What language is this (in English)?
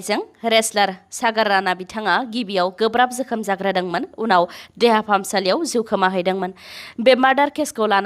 Bodo